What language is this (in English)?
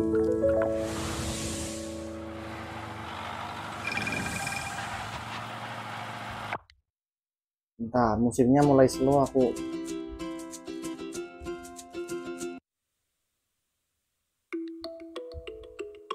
Indonesian